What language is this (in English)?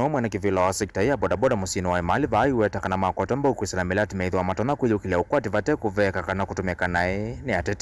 Kamba